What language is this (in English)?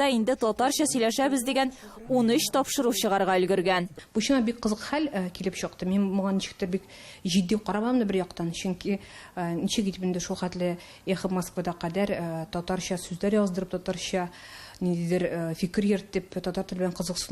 Tatar